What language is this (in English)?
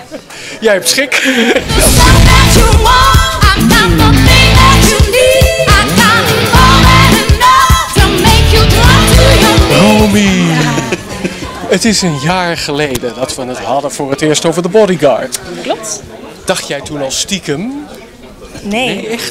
Dutch